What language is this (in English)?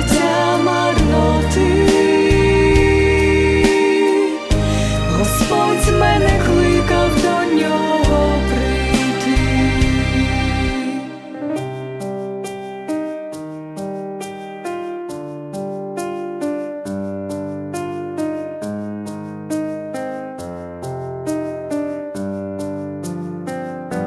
Ukrainian